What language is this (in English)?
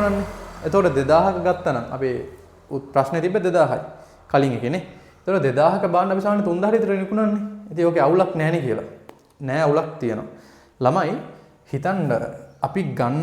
Sinhala